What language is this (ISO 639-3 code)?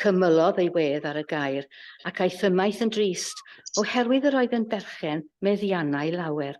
cym